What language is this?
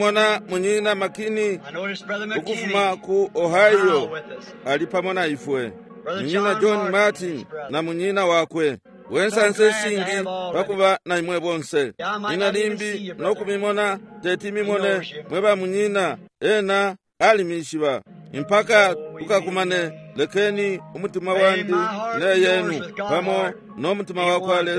Bemba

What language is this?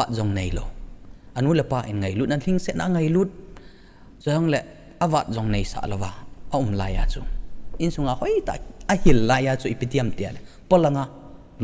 Thado Chin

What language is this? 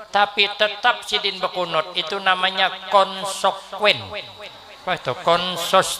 Banjar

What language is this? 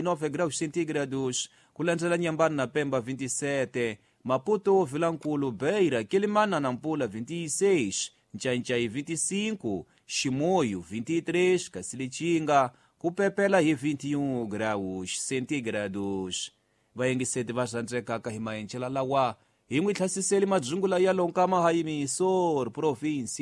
Tsonga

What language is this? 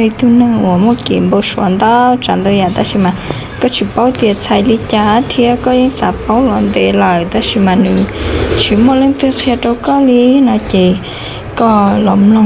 Hmong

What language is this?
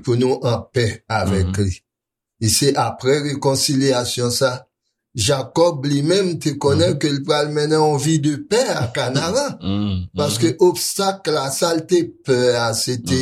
Haitian Creole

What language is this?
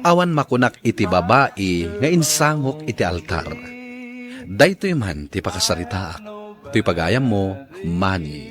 Iloko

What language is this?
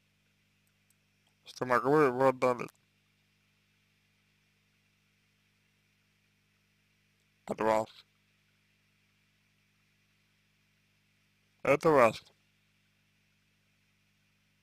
Russian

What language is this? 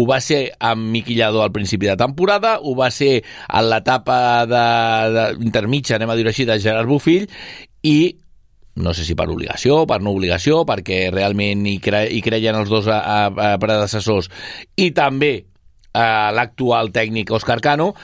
Catalan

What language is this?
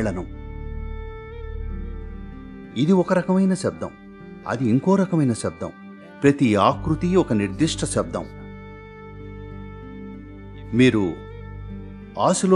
Telugu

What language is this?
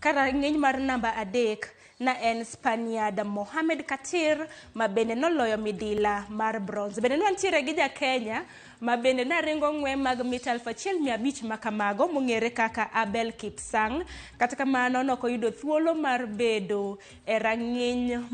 Luo (Kenya and Tanzania)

